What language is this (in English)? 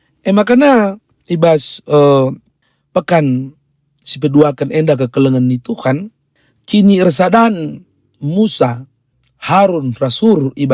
Batak Karo